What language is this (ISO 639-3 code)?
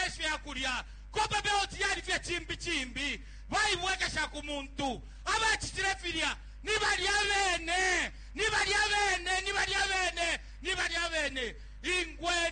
bem